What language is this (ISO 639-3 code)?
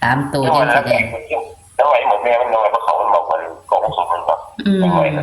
tts